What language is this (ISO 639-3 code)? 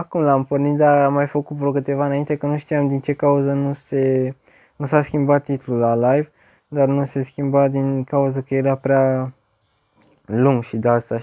ron